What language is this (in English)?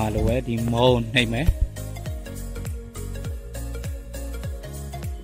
Burmese